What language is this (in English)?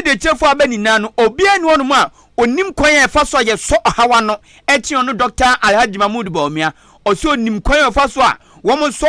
Akan